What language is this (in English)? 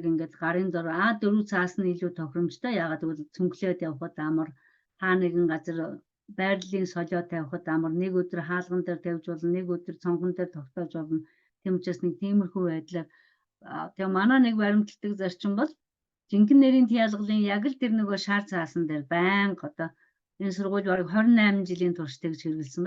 Mongolian